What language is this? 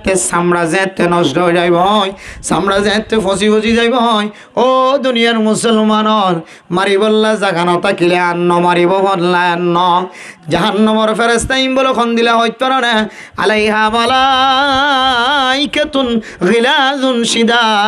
Rohingya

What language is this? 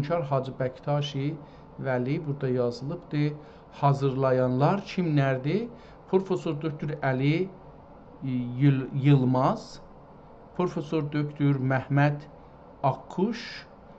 South Azerbaijani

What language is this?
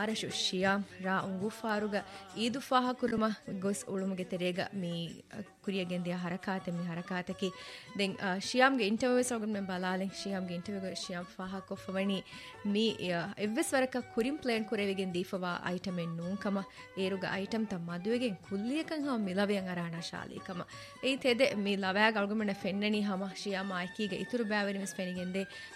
Divehi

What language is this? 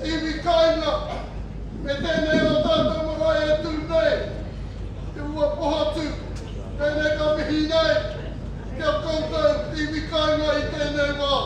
Māori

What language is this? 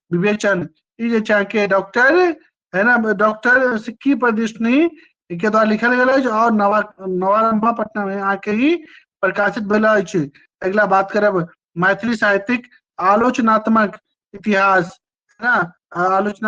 Maithili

